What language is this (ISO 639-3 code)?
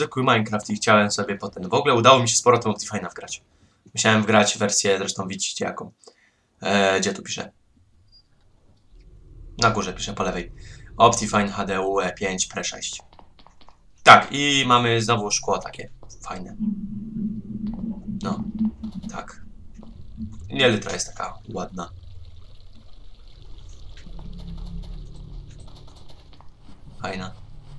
pol